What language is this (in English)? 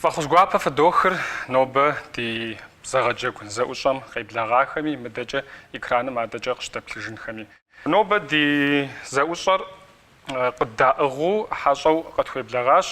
Kabardian